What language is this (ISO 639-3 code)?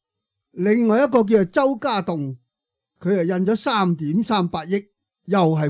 yue